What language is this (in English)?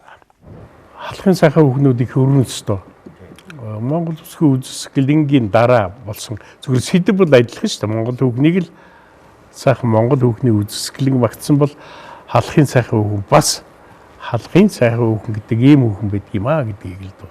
Mongolian